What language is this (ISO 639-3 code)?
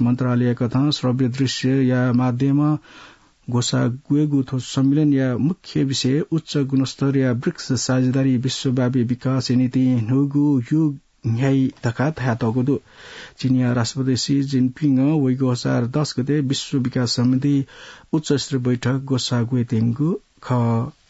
new